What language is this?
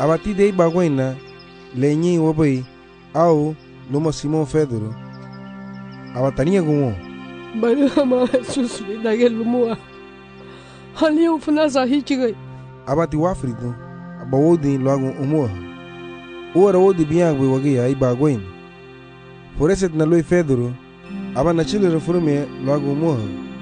Garifuna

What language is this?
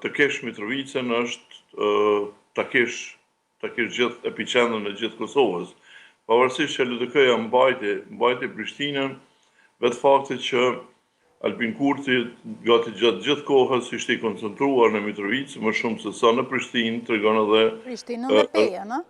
Albanian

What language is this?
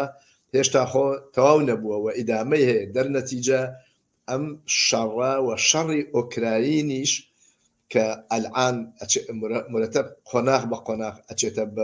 Central Kurdish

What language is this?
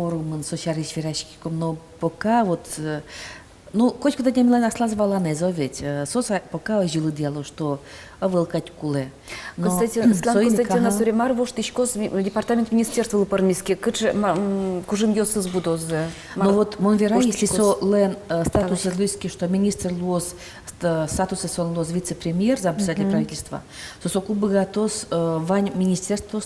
Udmurt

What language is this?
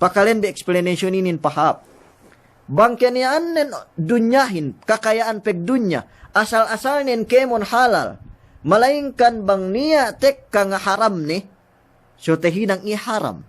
Yakan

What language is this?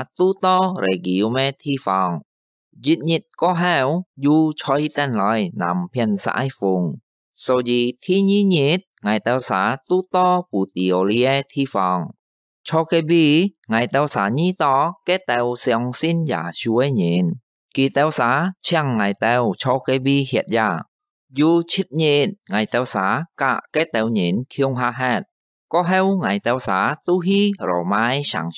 Hakka Chinese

